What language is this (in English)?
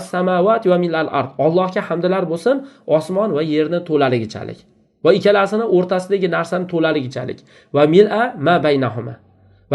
Uzbek